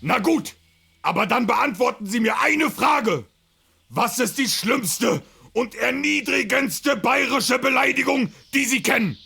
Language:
Bavarian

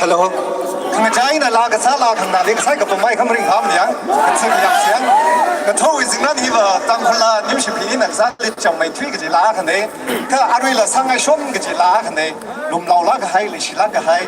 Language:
Tangkhul Naga (India)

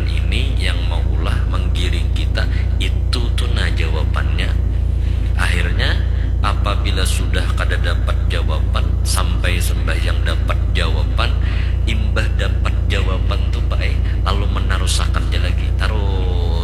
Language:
Banjar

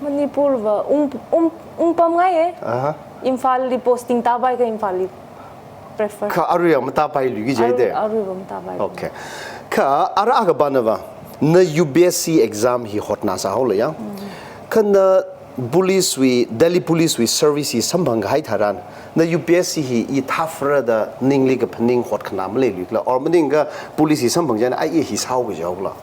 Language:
Tangkhul Naga (India)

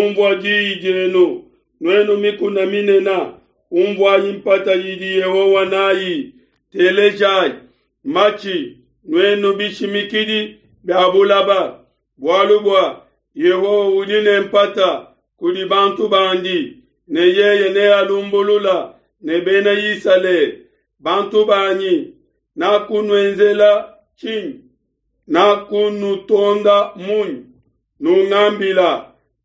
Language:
Luba-Lulua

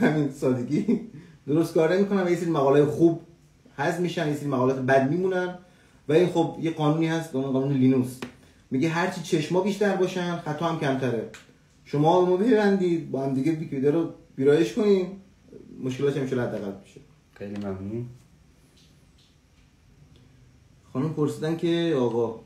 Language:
Persian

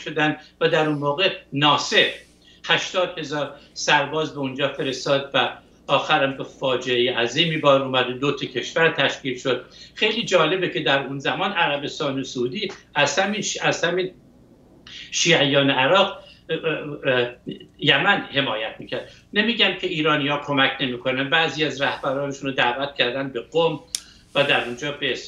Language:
Persian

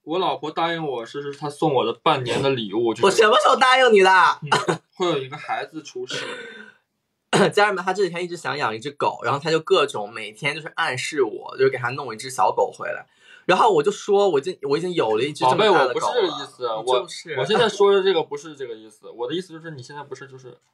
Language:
Chinese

